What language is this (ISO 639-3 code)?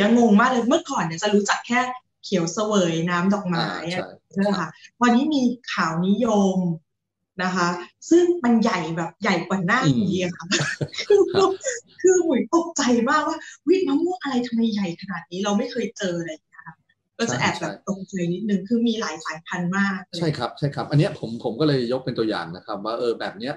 tha